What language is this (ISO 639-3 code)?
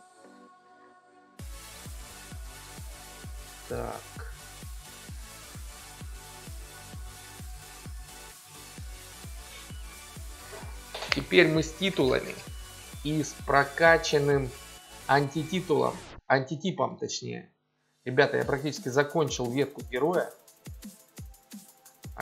rus